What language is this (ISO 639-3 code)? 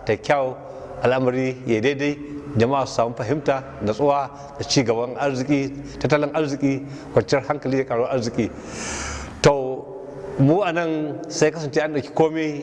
hau